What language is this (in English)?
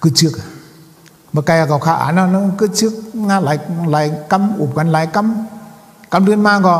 Shan